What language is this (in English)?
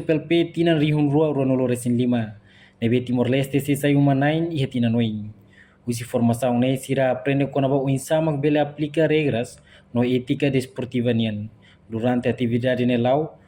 Tetum